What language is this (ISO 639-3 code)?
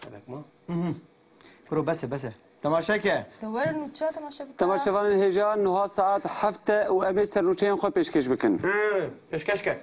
kur